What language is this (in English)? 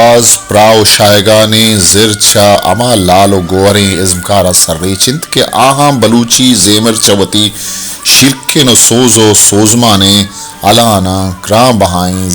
Baluchi